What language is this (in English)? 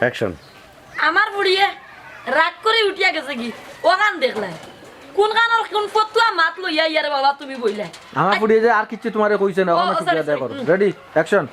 Sylheti